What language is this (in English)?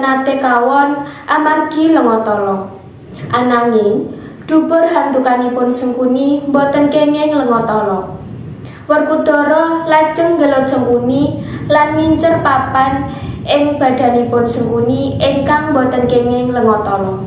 Javanese